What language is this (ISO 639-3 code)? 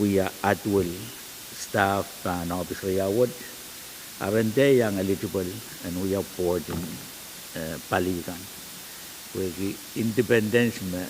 pon